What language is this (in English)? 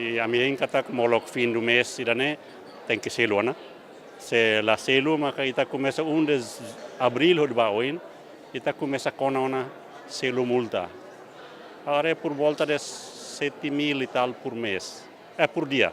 Tetum